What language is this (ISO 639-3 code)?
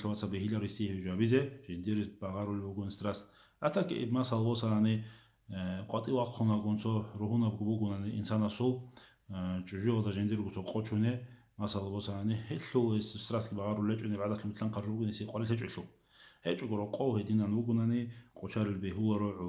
ava